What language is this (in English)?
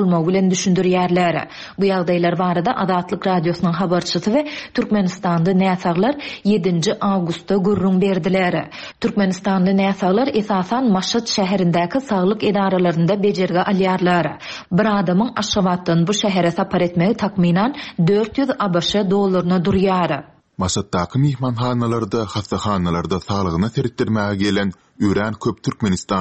Turkmen